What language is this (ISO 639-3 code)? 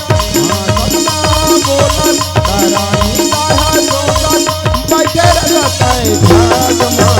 hne